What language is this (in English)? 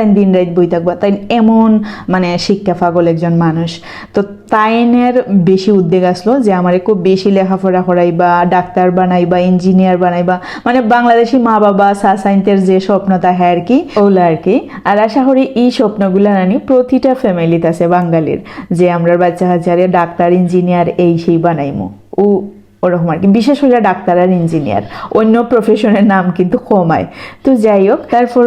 Sylheti